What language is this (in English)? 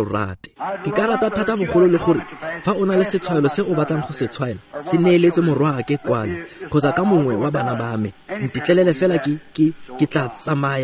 Tswana